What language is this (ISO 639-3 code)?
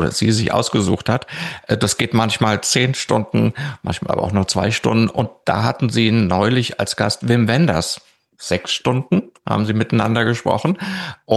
deu